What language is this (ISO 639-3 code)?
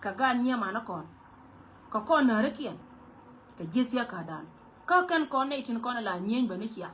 nus